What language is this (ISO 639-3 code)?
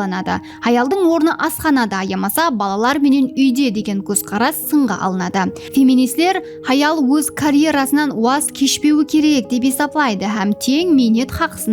kaa